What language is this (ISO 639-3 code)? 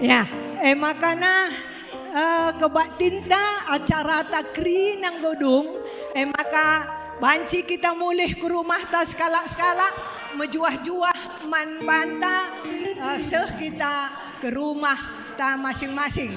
btx